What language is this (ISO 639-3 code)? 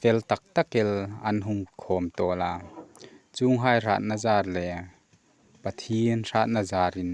hmr